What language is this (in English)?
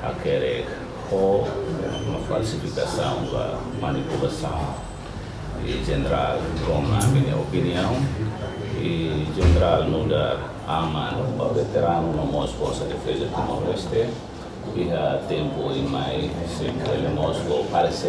Tetum